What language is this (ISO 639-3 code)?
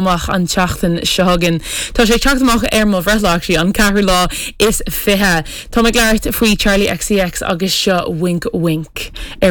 gle